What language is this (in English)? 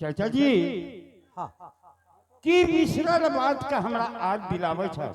Angika